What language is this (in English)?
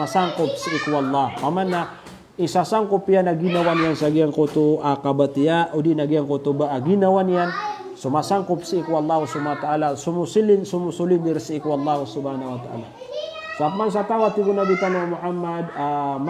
Maranao